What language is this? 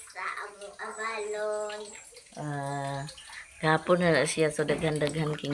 Cebuano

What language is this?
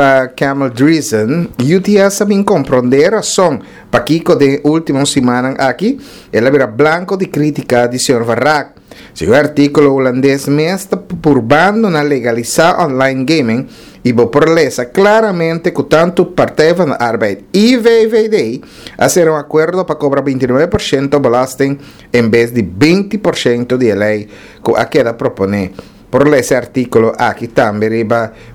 Papiamento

